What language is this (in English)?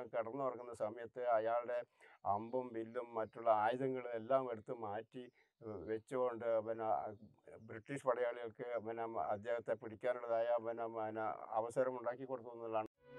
Malayalam